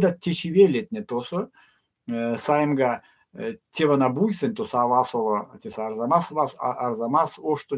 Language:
Erzya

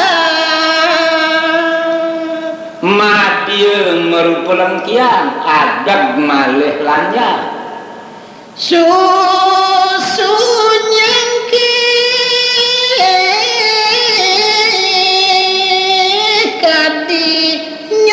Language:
Balinese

